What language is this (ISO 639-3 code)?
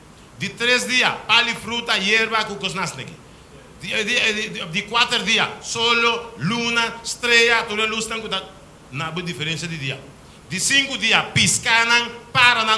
pap